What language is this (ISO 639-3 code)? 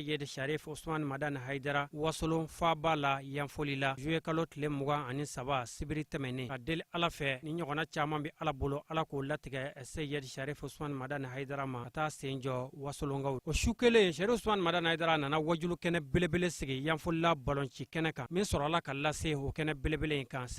bam